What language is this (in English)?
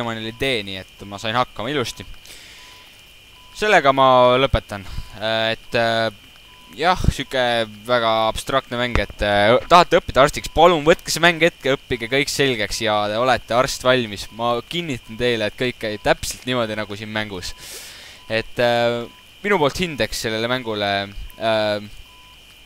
Estonian